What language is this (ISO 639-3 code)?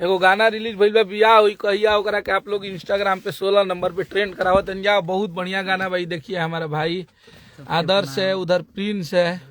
bho